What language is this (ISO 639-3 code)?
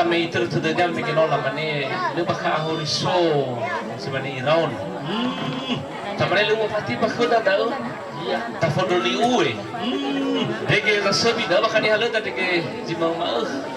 nia